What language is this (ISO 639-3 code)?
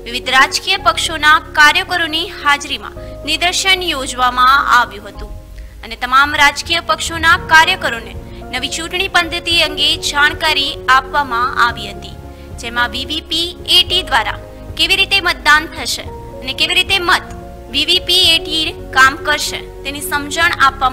guj